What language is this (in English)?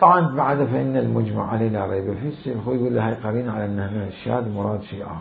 Mesopotamian Arabic